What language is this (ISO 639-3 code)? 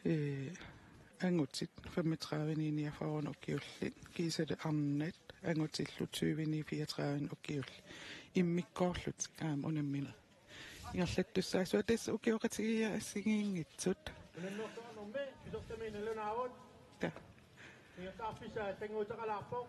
kal